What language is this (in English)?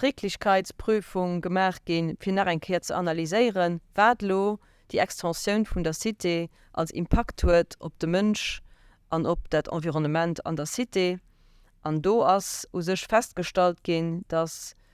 Luxembourgish